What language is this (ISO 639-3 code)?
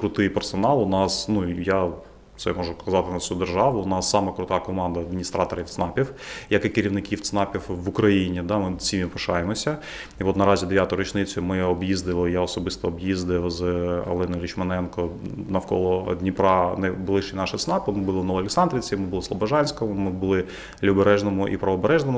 ukr